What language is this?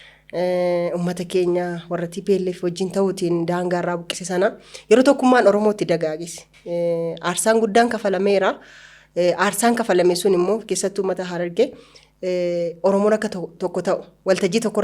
Oromo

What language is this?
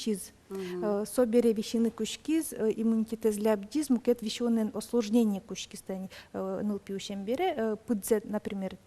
Udmurt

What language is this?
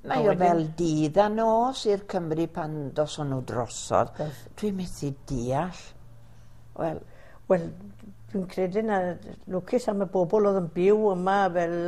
Welsh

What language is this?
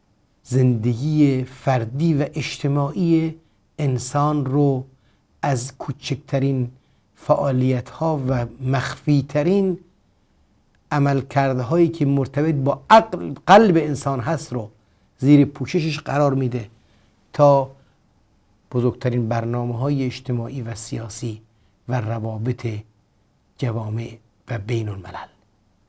Persian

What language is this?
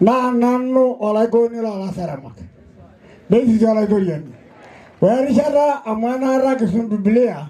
Masai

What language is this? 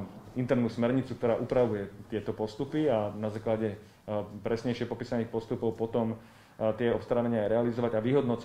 Slovak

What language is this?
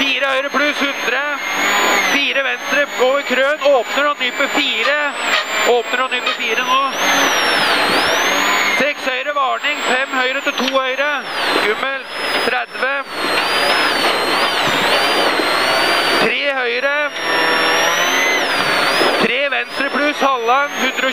Norwegian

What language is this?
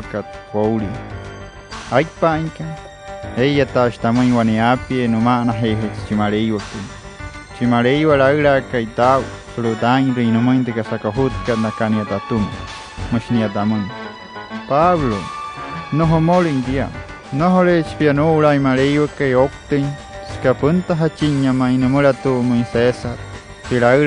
Wayuu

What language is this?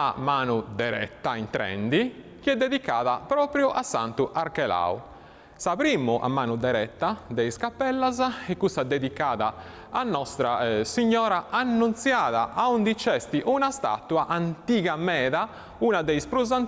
Sardinian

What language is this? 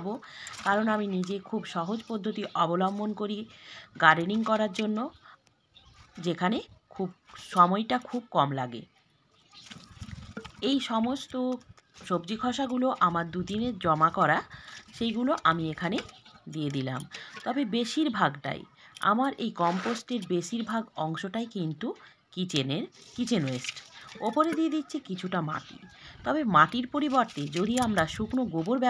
Bangla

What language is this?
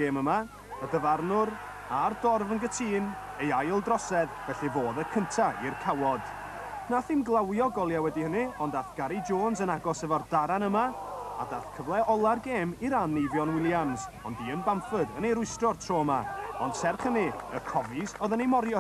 Welsh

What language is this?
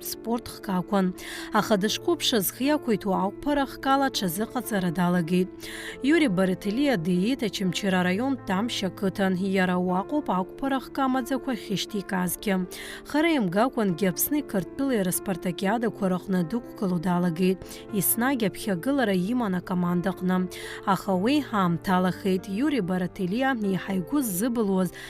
Abkhazian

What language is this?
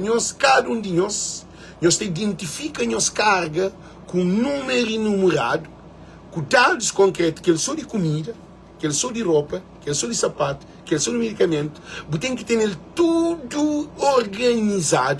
Kabuverdianu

